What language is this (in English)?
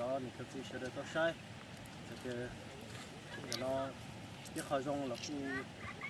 Hmong